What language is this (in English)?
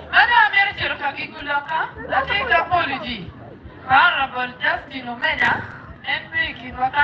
Acoli